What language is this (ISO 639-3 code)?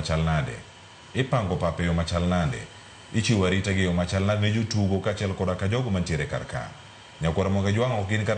luo